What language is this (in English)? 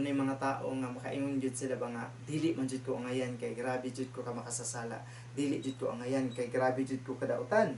Cebuano